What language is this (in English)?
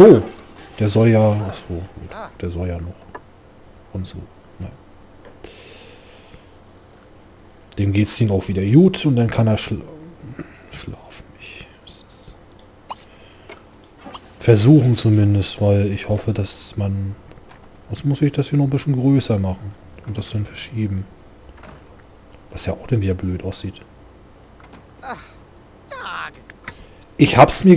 German